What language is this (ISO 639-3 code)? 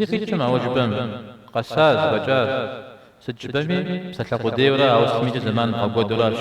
kbd